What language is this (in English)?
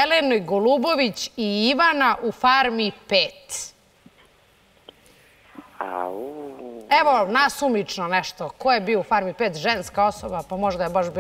Serbian